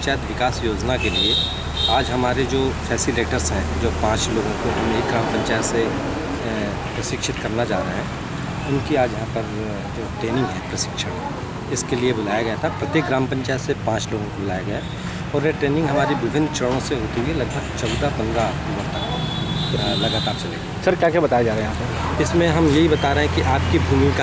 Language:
Hindi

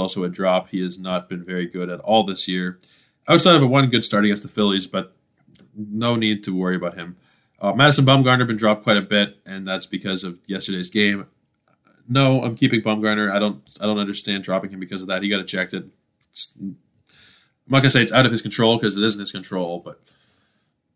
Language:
English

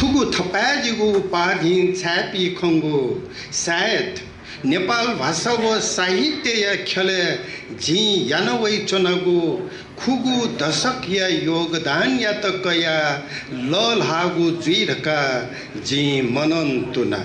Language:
Newari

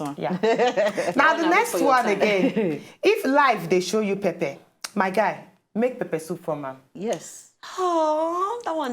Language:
Nigerian Pidgin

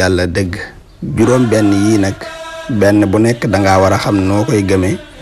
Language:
Wolof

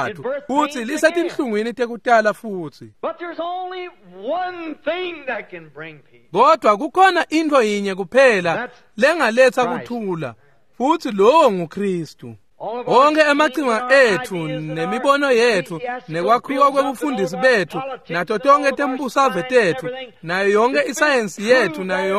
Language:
Swati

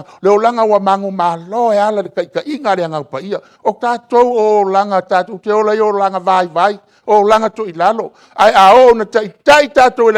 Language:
Samoan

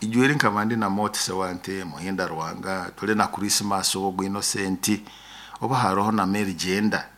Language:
Nyoro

